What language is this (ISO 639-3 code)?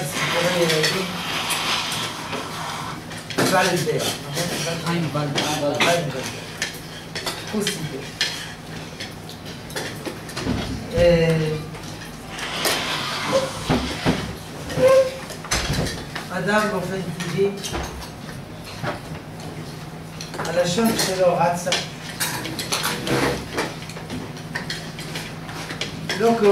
heb